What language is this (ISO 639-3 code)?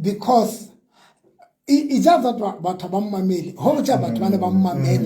sot